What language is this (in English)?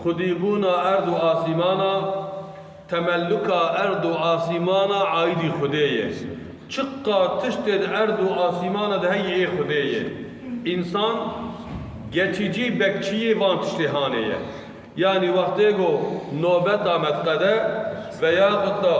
Kurdish